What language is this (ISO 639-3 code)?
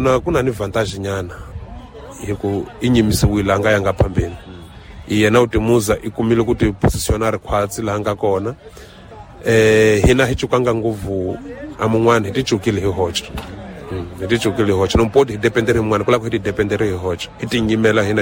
tso